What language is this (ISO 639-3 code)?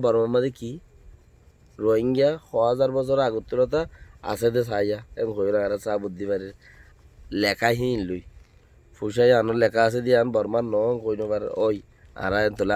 rhg